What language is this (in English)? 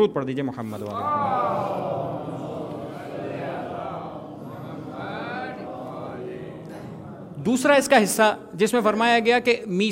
Urdu